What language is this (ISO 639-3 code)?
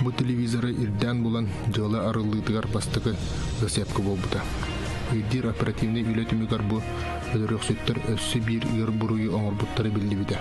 sah